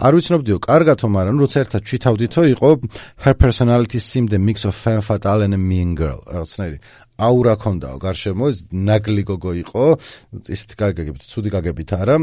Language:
Georgian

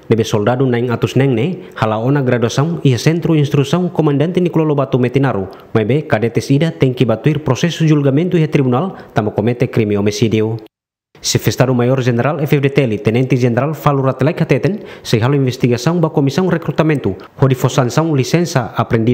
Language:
Tetum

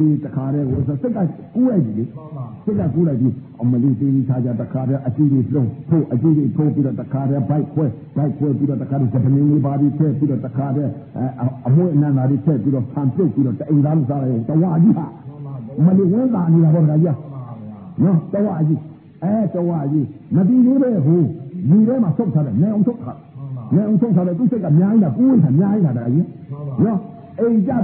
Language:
Burmese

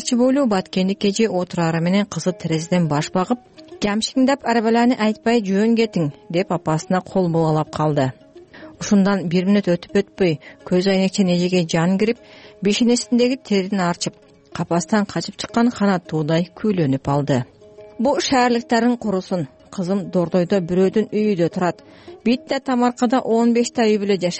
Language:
Kyrgyz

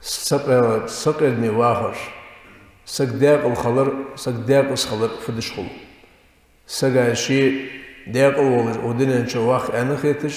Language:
Ingush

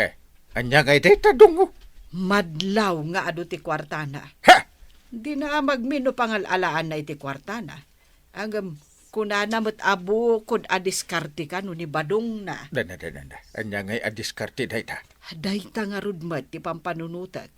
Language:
Iloko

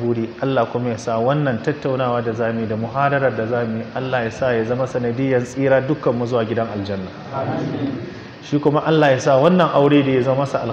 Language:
Hausa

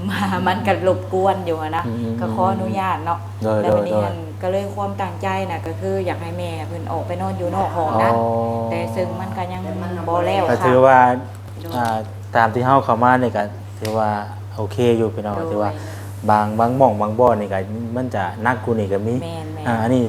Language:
Lao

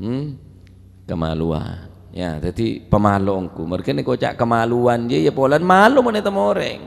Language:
Madurese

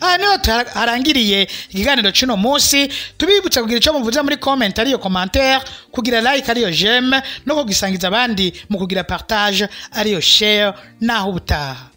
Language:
Rundi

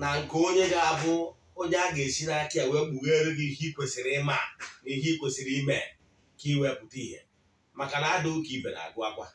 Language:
Igbo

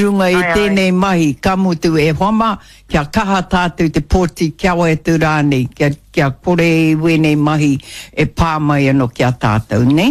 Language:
Māori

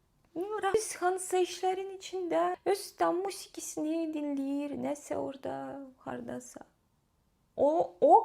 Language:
Azerbaijani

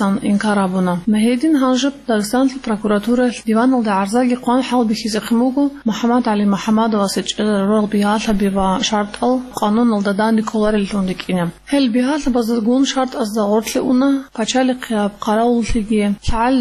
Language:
Avaric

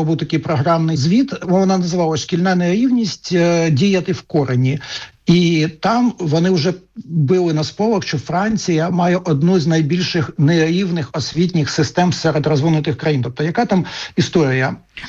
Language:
Ukrainian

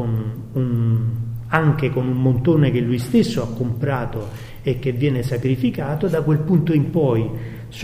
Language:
Italian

